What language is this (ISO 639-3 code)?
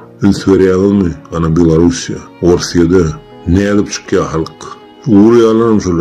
tuk